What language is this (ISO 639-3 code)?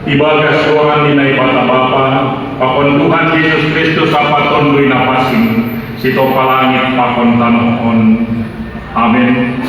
bts